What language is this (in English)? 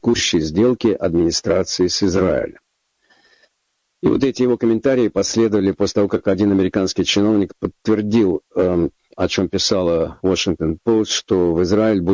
Russian